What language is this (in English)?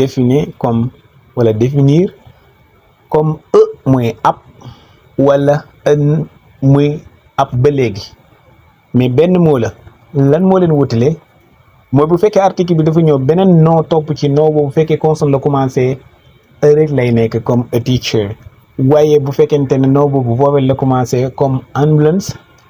Wolof